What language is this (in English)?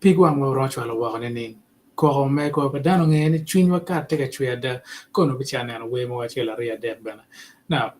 Acoli